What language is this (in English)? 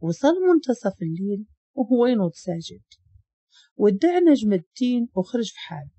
Moroccan Arabic